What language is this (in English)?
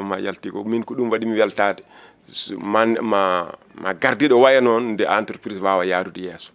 Fula